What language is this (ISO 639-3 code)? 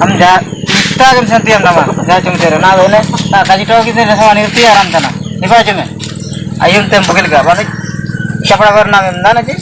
hoc